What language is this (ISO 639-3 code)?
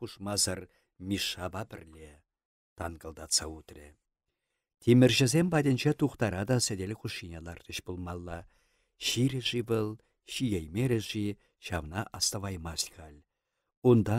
chv